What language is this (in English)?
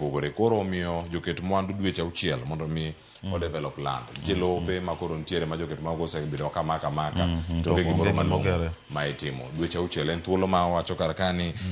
Luo (Kenya and Tanzania)